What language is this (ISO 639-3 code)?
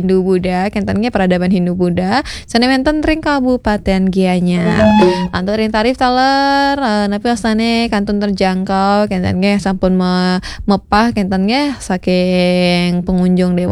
ban